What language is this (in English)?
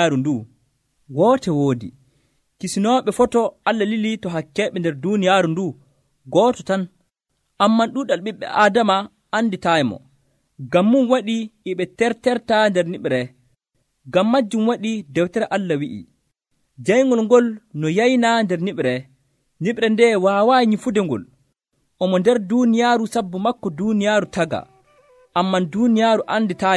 Nigerian Fulfulde